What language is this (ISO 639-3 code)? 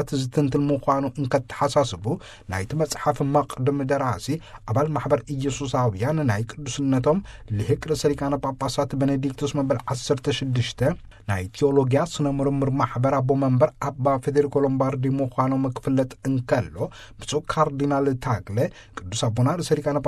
tir